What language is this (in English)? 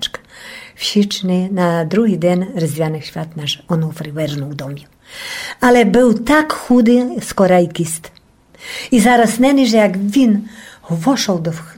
Rusyn